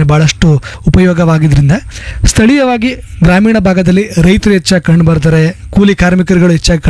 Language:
Kannada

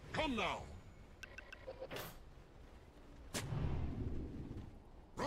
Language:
English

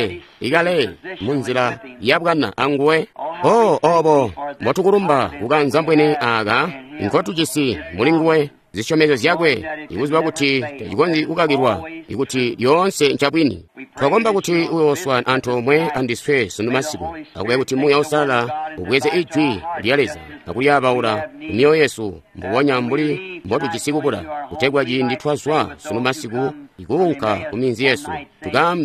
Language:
Tonga (Zambia)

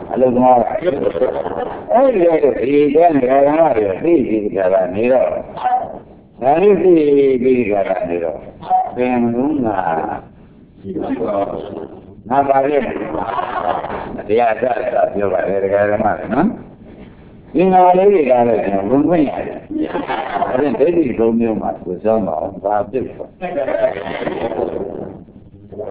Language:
Burmese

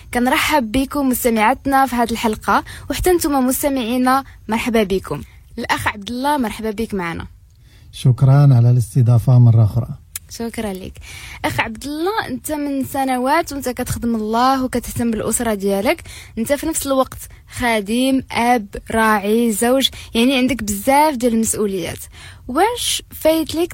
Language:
Moroccan Arabic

